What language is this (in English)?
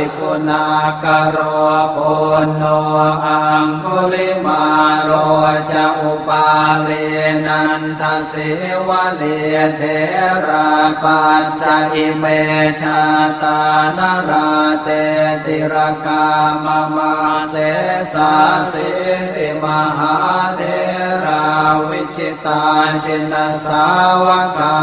Pali